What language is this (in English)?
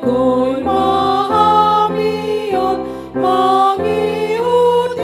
Batak Toba